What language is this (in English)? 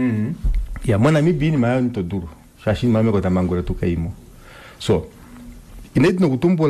Kuanyama